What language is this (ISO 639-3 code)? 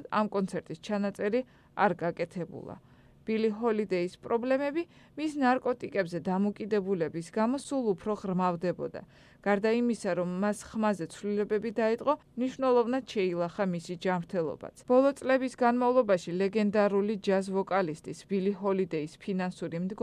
kat